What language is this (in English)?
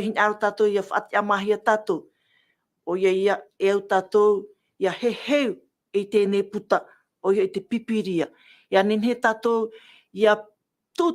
Tahitian